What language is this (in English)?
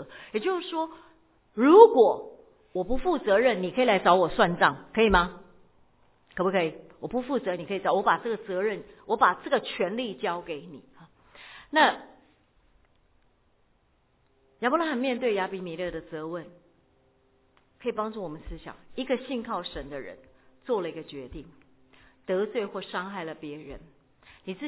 Chinese